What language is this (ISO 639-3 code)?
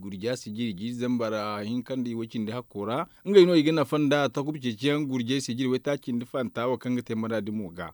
dje